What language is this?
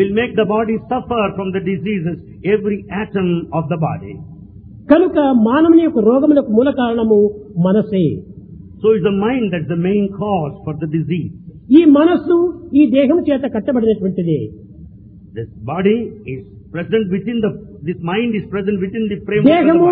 Telugu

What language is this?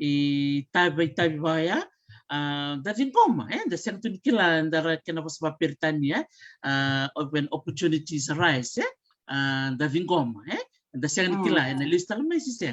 Fijian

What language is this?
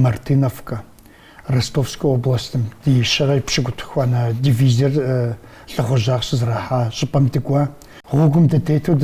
Kabardian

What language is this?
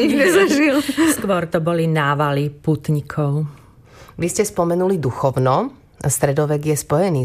Slovak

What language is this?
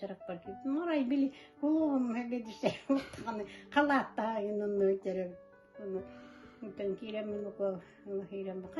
Yakut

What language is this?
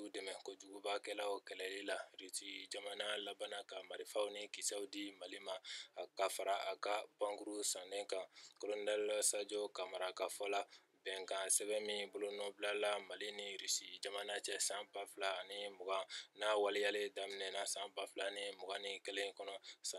Bambara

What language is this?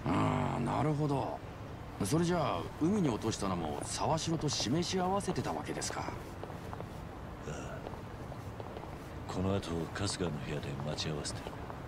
Japanese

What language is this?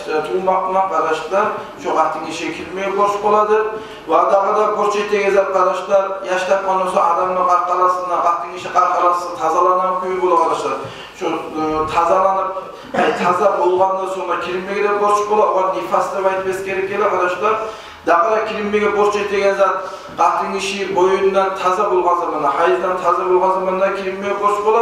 Kumyk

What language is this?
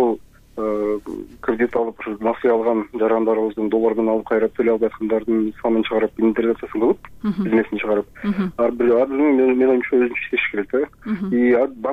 Kyrgyz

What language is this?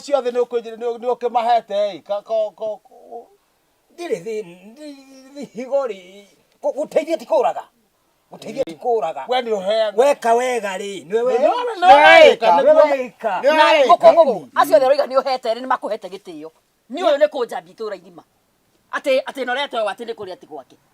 Kikuyu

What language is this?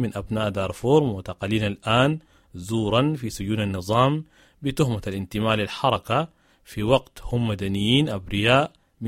Sudanese Arabic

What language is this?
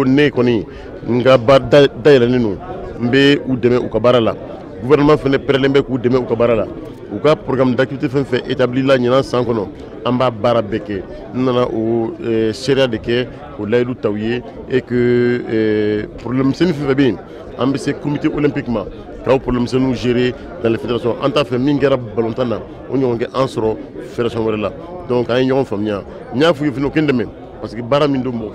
Bambara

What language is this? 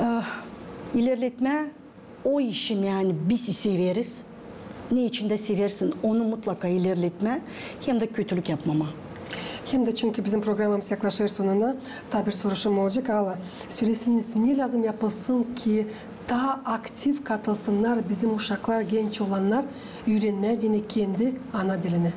Gagauz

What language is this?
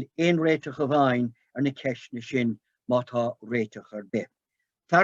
Irish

